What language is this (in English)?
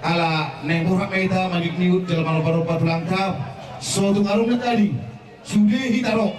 Batak Toba